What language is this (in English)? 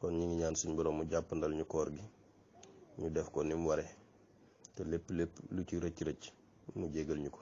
Wolof